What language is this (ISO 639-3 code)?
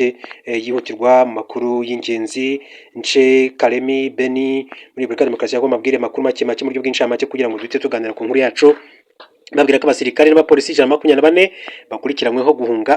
kin